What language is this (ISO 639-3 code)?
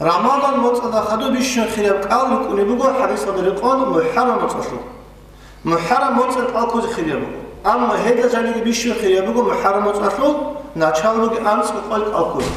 ava